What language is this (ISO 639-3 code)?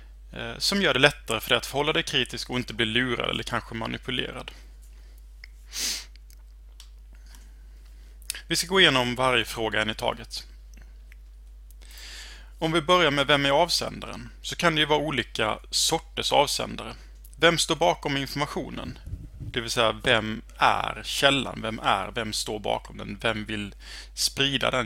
swe